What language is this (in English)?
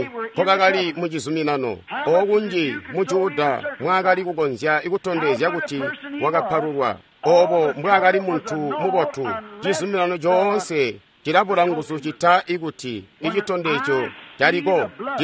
Tonga (Zambia)